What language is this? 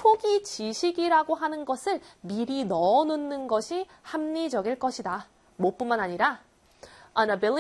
Korean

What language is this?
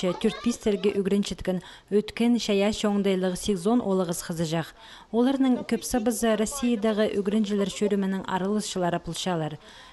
Khakas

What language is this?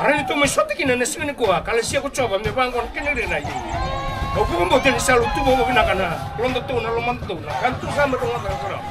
Fijian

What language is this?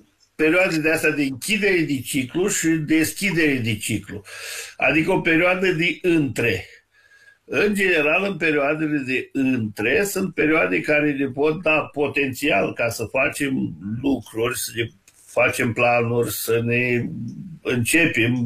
Romanian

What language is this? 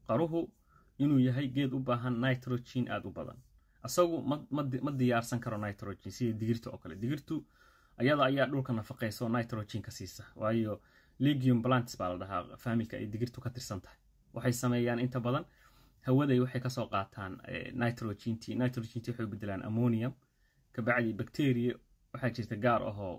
Somali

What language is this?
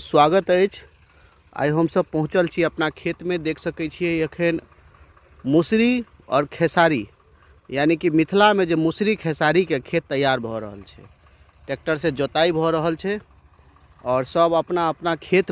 Maithili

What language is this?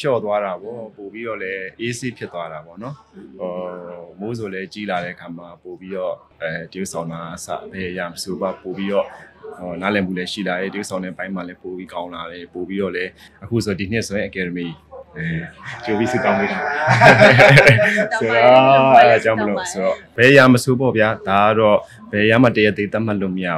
Burmese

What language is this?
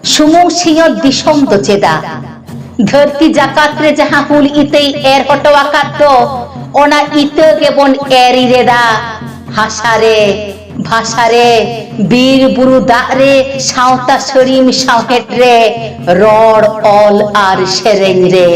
Santali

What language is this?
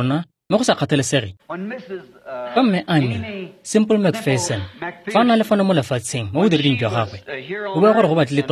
Tswana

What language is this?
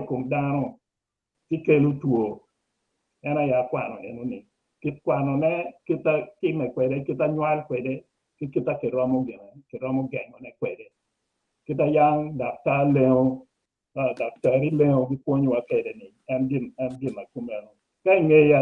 Acoli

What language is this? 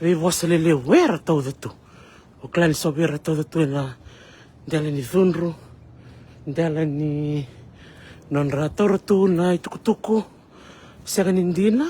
Fijian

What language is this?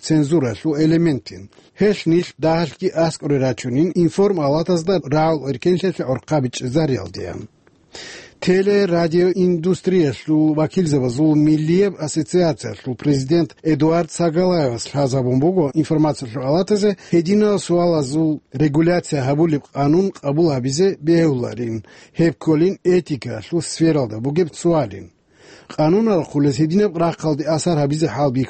Avaric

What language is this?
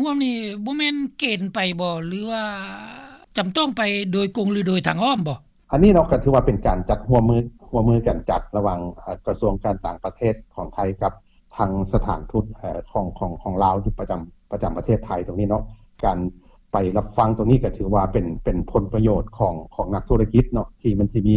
Lao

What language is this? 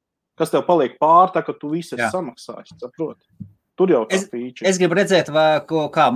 Latvian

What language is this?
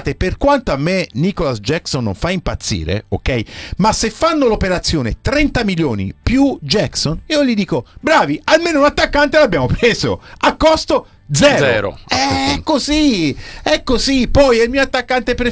Italian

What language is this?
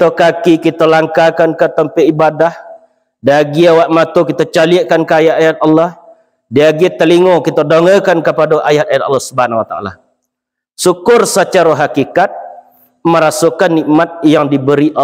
Minangkabau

